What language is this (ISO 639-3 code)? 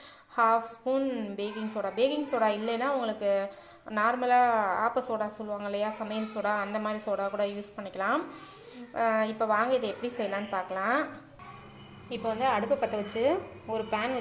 tam